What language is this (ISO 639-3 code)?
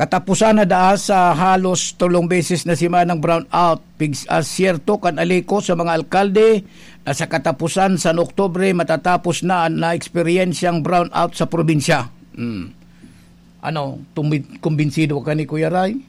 bik